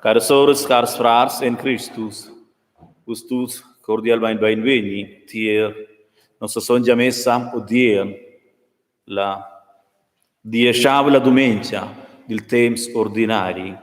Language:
Romansh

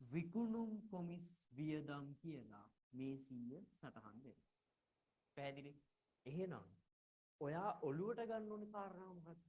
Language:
Sinhala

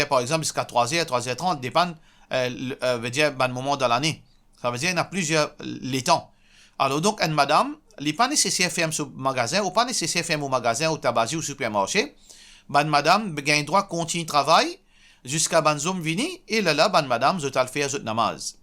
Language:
Morisyen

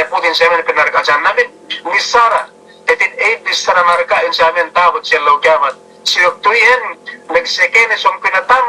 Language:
Yakan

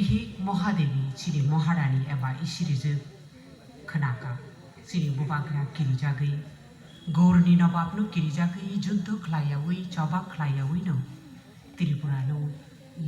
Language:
Kok Borok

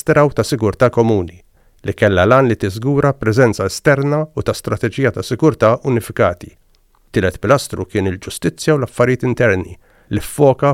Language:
Maltese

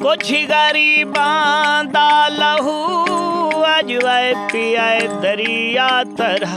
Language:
Saraiki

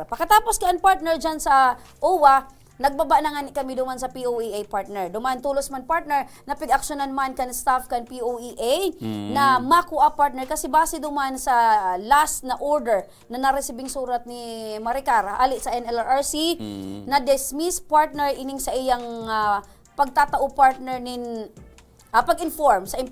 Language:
Bikol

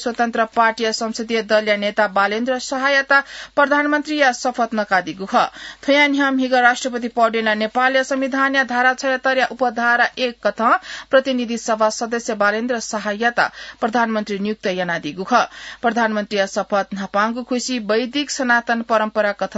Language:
Newari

